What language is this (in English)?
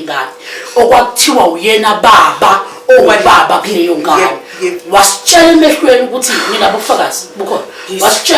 Zulu